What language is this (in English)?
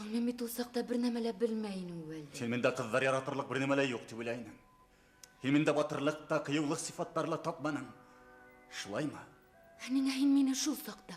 Bashkir